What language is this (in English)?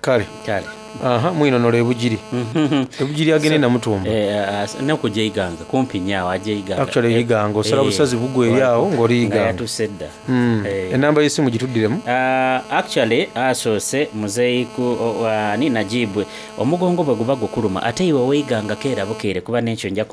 Soga